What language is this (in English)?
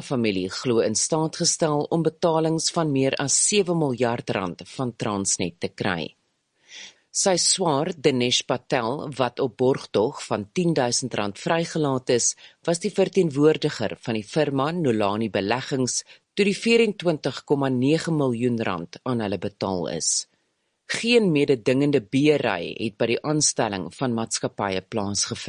Afrikaans